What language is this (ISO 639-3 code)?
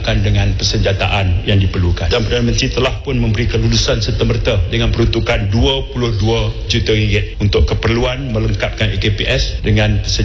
msa